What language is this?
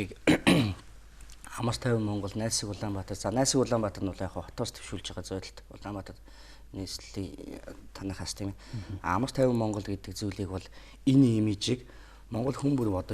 Mongolian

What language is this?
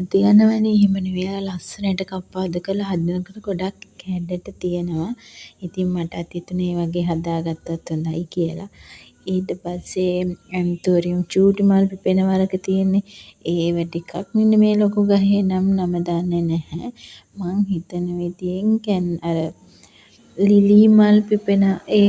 Sinhala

